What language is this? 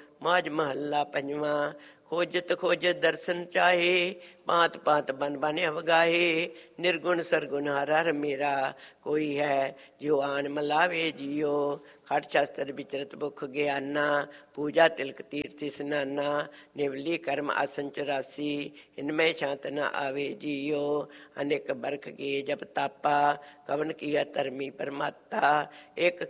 Punjabi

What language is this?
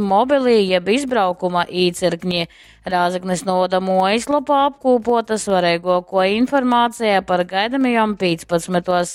Latgalian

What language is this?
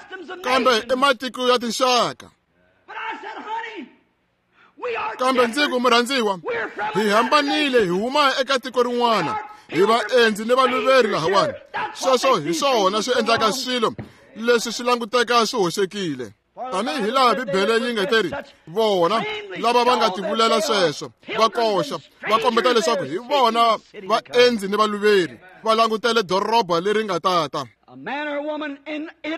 Tsonga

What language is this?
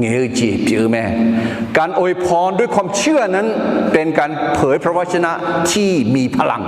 Akha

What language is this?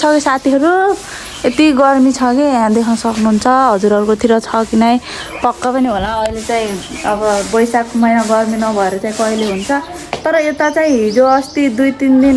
Nepali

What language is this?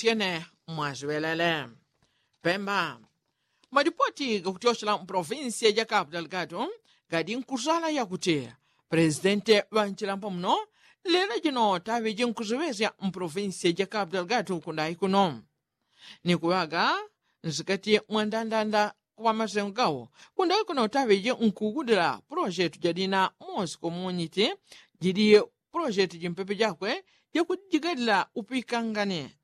Yao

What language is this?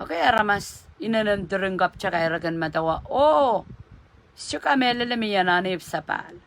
Pohnpeian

